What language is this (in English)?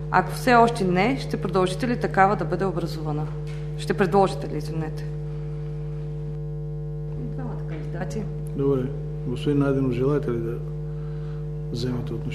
Bulgarian